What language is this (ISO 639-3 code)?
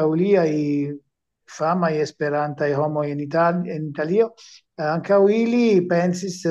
epo